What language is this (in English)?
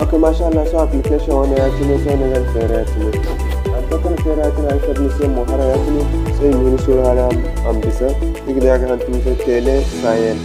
Zarma